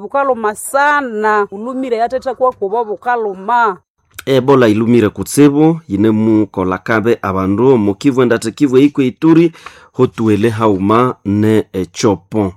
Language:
Nande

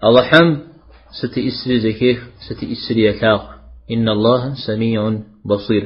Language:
Kabardian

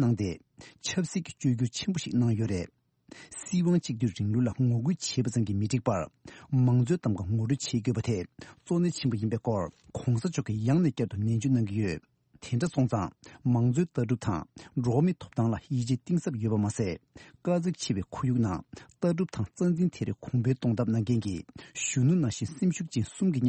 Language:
Tibetan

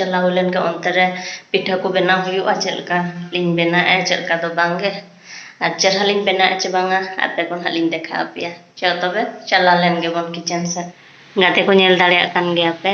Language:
Santali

